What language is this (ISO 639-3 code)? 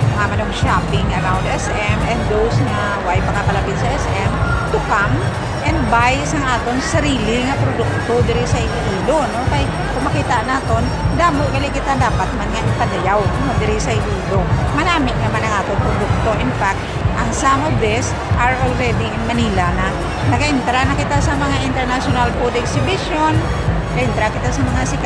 hil